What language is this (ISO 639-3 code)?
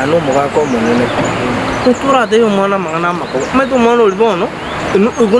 guz